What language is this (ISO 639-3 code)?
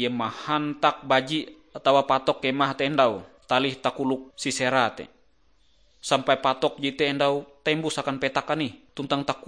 nij